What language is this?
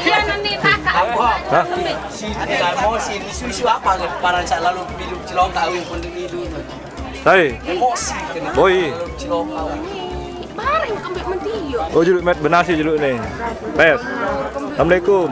Sasak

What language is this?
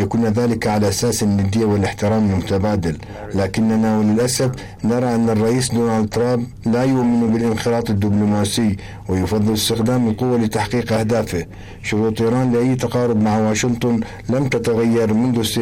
Arabic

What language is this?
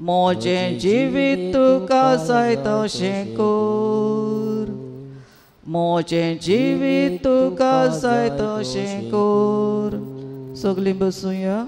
Konkani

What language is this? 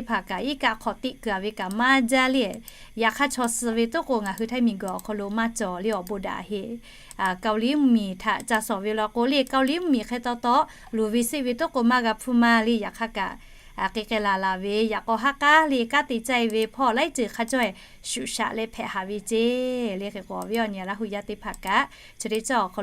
Lahu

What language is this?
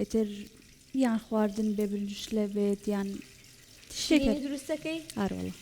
Central Kurdish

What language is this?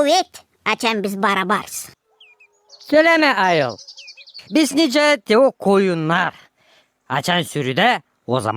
Gagauz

